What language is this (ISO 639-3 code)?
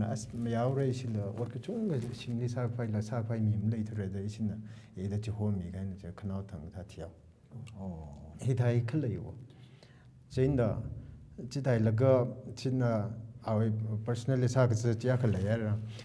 nmf